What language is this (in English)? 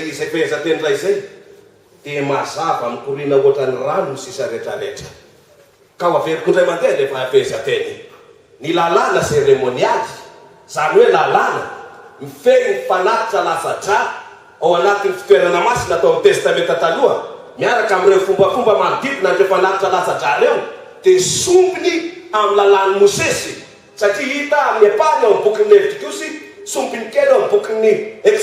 Malagasy